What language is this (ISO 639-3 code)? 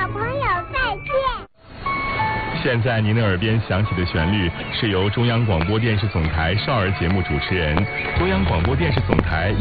zho